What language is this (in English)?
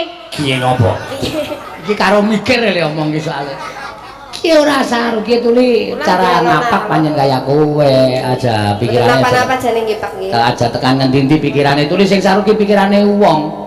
Javanese